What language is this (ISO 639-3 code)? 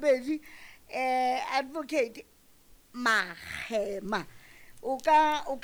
sot